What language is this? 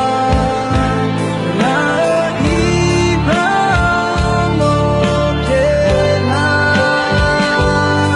Akha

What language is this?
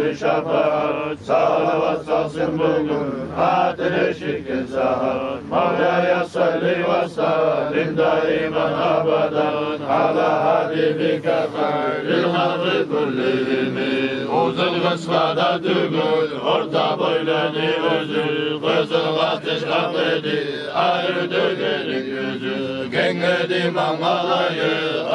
Kumyk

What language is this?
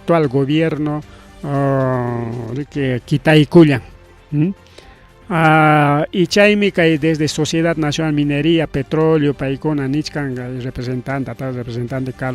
Ayacucho Quechua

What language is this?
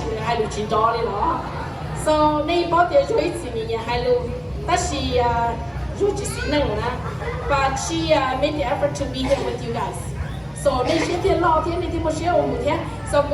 Hmong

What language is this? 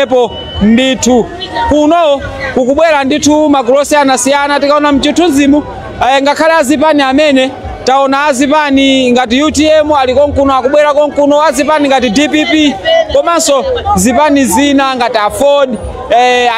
Nyanja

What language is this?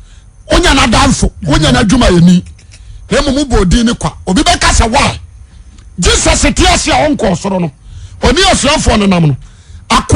Akan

